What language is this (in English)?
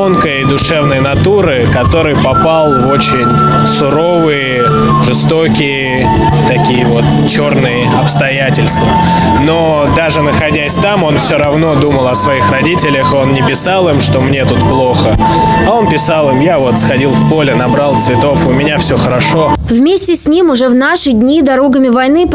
Russian